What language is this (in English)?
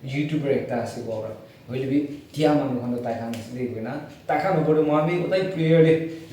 Naga Pidgin